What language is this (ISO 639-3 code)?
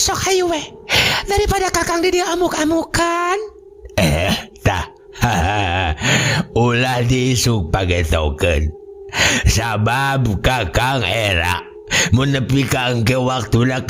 sun